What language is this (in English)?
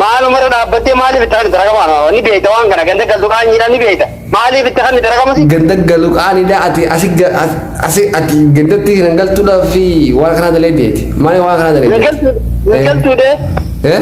Oromo